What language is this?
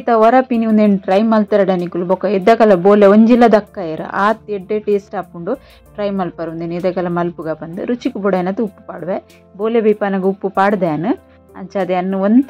Tulu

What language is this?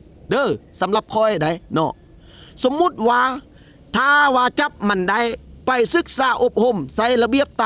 Lao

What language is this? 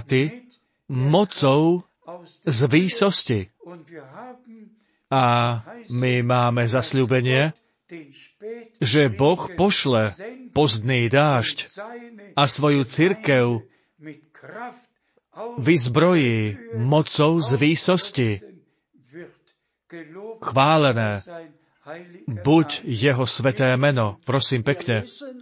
Slovak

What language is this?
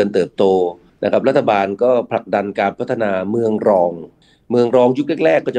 Thai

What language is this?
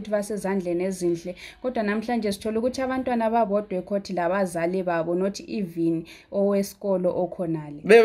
Shona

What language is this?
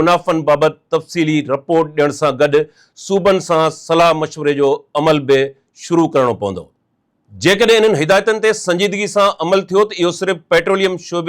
Sindhi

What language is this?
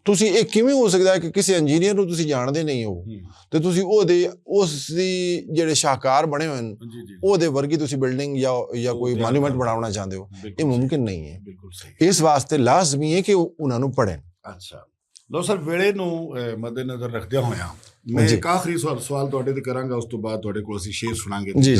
Western Panjabi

